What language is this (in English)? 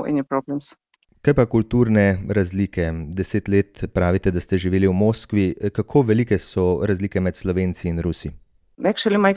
Slovenian